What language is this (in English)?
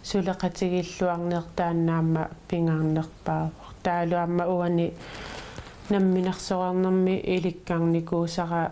Kalaallisut